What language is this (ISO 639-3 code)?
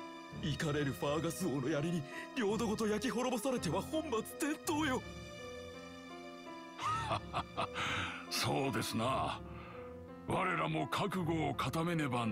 jpn